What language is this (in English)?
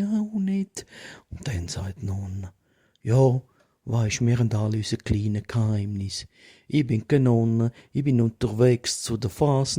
Swiss German